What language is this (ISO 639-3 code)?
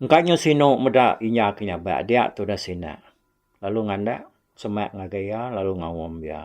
iba